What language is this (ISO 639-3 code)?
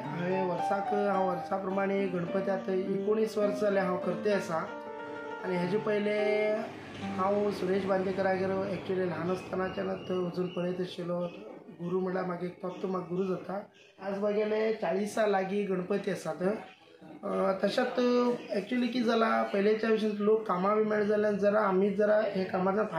kok